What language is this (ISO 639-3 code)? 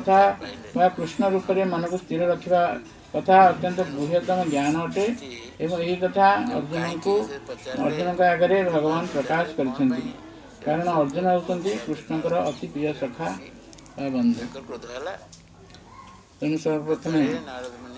ori